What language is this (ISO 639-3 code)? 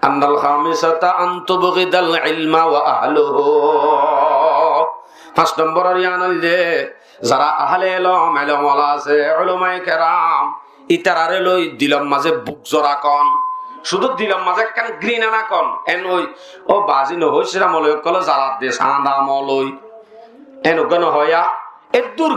rhg